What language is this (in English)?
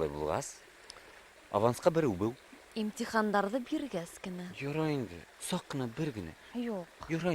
Bashkir